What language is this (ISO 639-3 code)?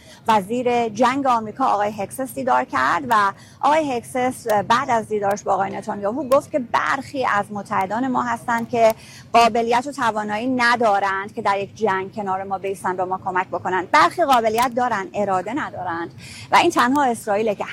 fas